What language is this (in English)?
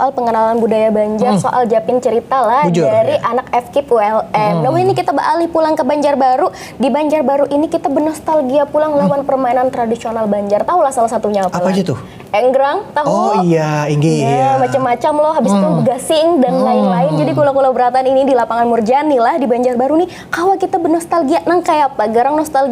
Banjar